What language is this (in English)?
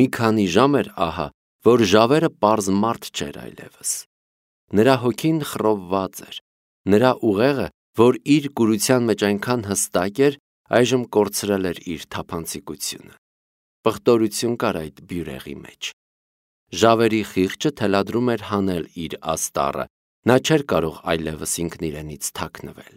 Armenian